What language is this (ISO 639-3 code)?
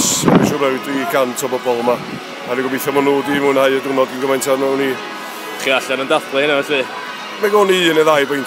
cym